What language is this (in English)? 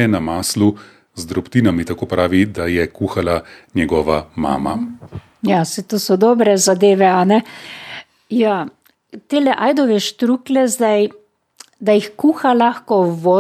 Slovenian